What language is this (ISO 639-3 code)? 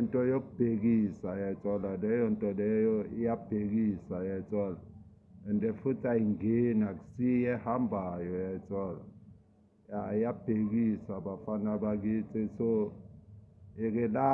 zul